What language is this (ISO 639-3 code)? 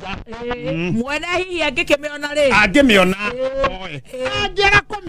kik